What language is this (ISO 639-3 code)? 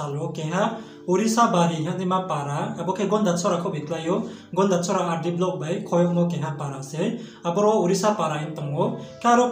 ria